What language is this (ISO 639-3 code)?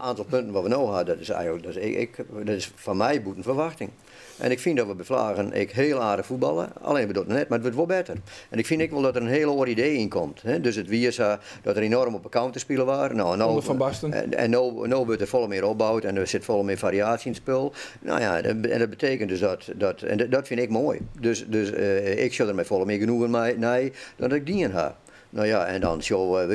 fry